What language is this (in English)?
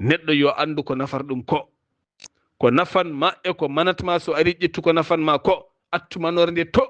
Fula